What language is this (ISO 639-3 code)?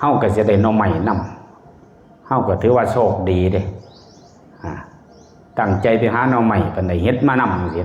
tts